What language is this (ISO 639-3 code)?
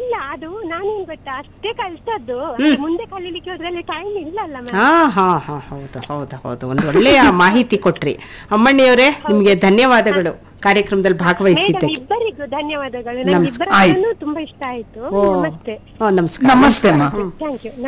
kan